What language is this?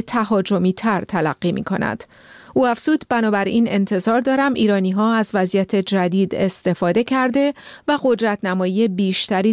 Persian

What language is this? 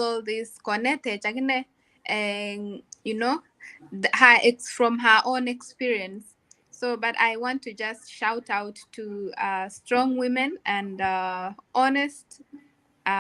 Kalenjin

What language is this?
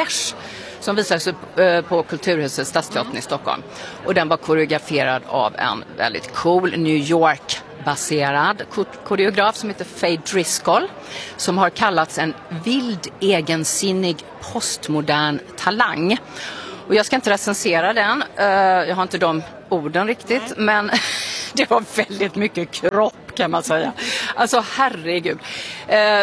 Swedish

